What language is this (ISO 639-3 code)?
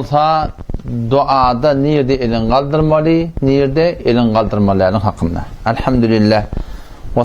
tuk